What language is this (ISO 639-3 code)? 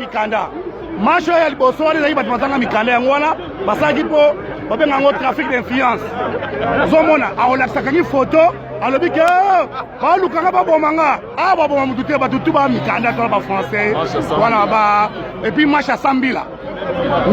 lin